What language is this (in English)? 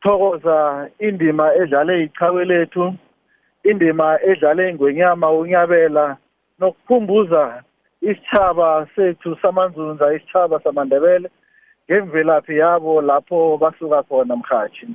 South Ndebele